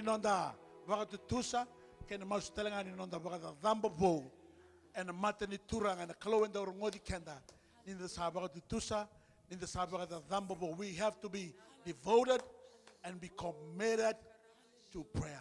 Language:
Fijian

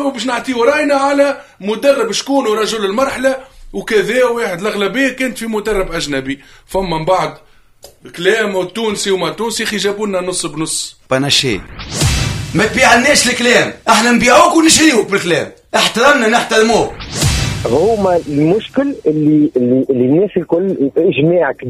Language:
Tunisian Arabic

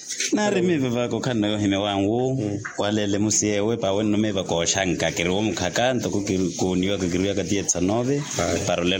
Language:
Makhuwa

